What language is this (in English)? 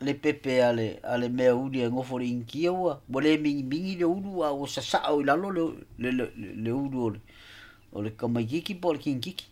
Samoan